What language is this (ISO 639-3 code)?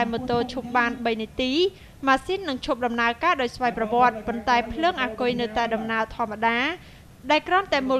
khm